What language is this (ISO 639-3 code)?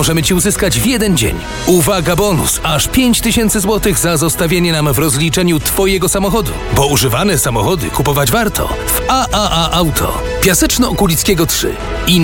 pol